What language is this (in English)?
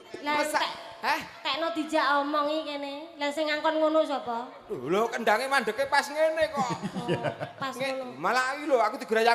Javanese